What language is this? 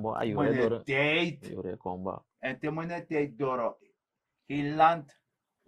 Sranan Tongo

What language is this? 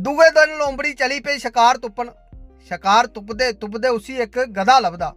Dogri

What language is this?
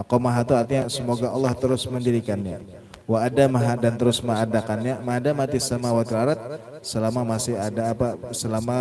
Banjar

